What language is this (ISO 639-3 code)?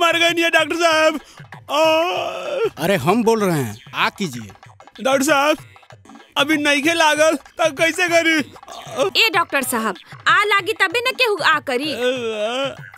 bho